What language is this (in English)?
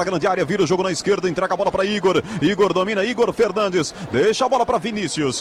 Portuguese